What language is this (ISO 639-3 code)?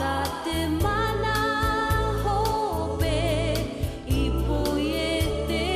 tah